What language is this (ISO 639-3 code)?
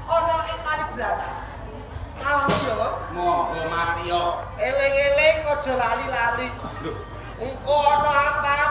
jav